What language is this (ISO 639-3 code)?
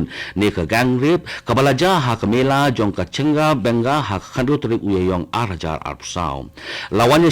kha